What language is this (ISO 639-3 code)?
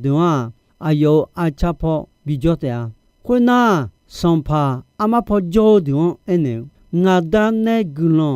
ahk